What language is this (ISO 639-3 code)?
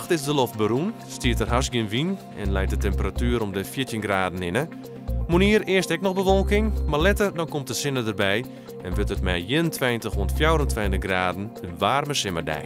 fry